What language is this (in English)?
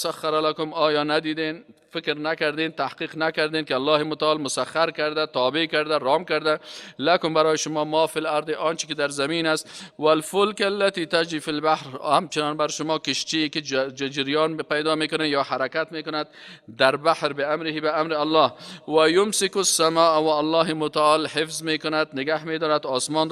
Persian